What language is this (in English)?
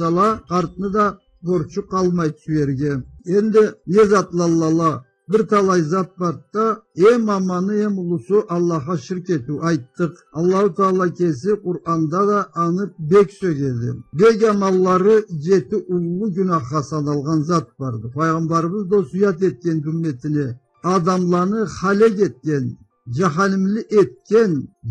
Karachay-Balkar